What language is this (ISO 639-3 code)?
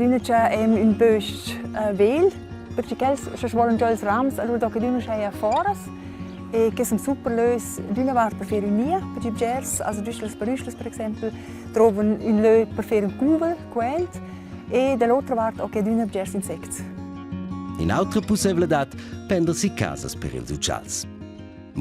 roh